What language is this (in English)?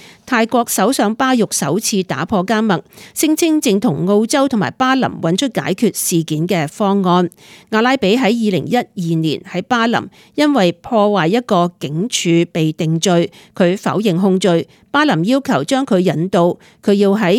Cantonese